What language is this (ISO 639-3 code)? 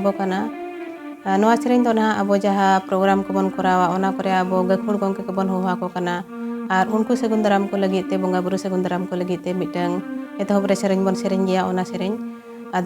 sat